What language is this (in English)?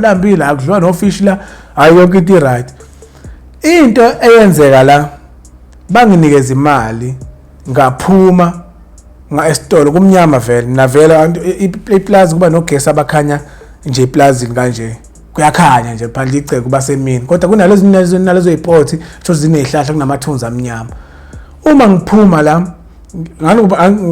Zulu